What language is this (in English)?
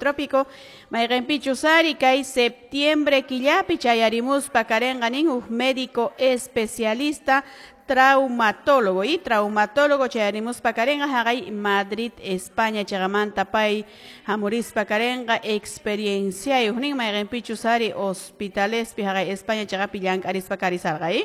Quechua